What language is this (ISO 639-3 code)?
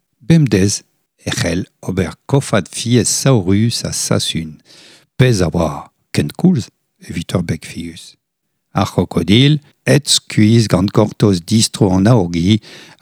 bre